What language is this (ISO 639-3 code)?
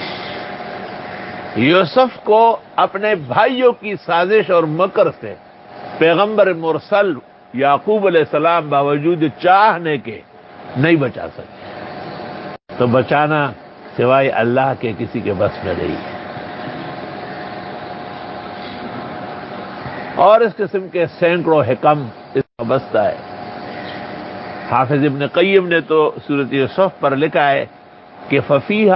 urd